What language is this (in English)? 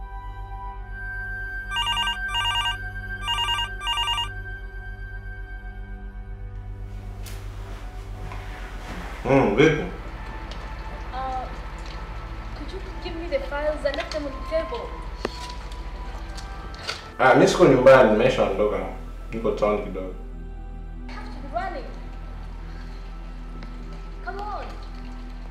Swahili